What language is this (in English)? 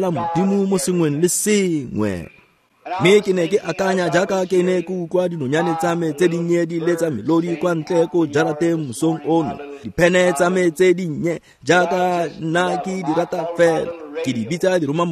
Tswana